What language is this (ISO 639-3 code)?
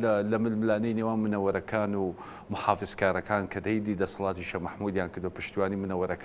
ckb